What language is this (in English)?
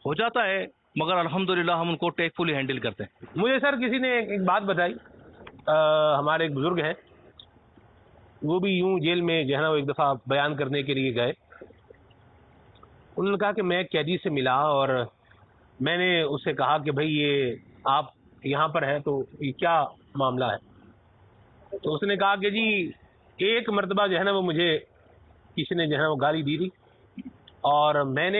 Urdu